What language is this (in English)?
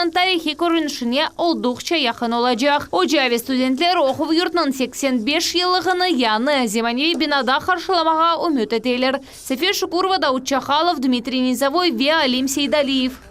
Crimean Tatar